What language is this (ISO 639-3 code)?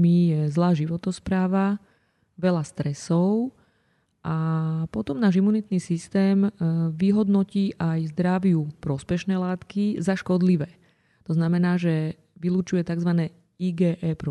slk